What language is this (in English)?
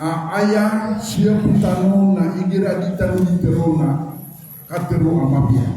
Maranao